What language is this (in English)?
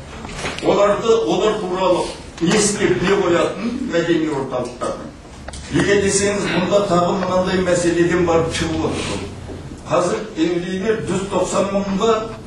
Kazakh